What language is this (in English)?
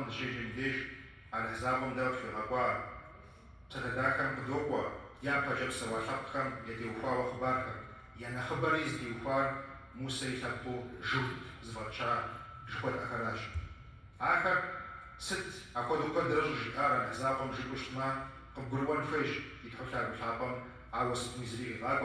Kabardian